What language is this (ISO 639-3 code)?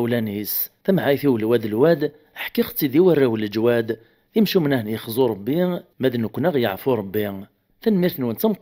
kab